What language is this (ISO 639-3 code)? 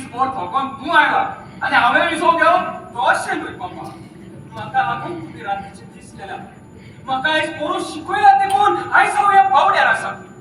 kok